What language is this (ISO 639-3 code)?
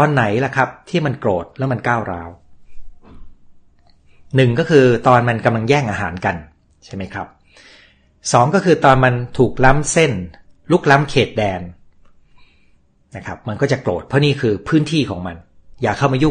tha